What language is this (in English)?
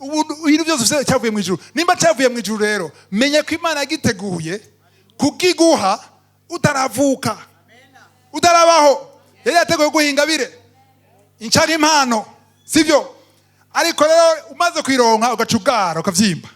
Rundi